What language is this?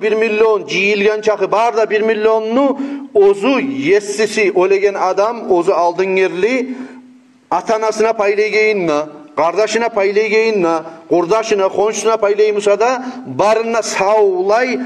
Kumyk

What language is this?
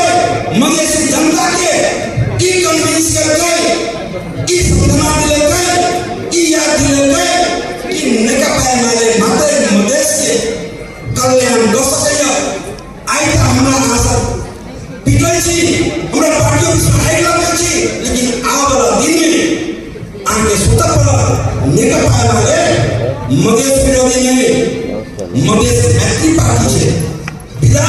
Maithili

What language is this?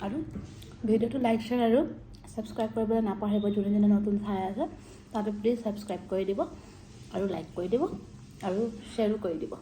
Assamese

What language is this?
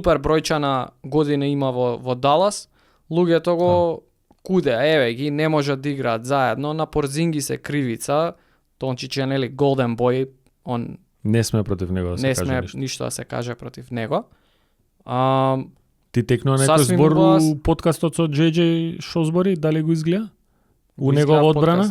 Macedonian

